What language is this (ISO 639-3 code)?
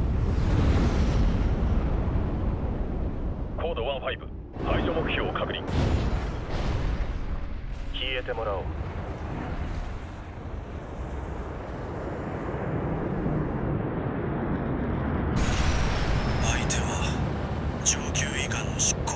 jpn